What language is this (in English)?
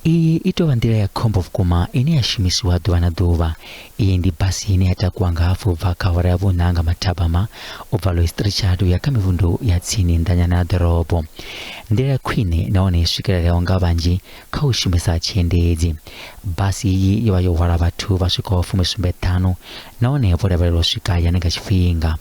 Venda